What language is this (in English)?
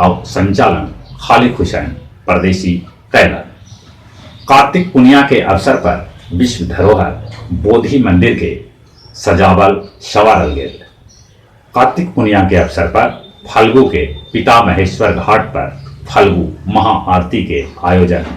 Magahi